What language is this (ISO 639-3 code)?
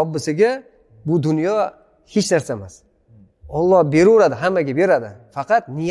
uzb